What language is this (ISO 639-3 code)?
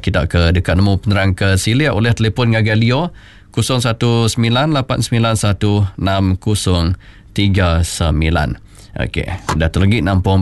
iba